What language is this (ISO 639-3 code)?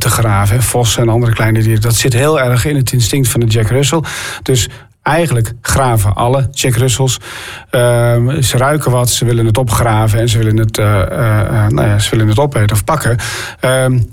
nld